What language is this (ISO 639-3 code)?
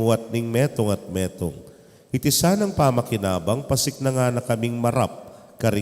pam